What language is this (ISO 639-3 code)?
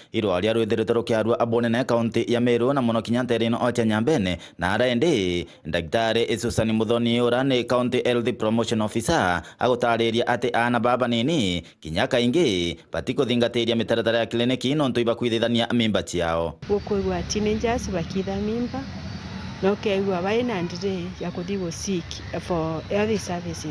mer